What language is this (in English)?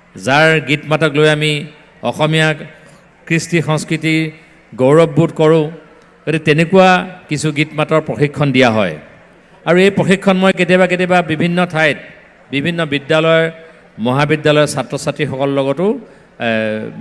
Assamese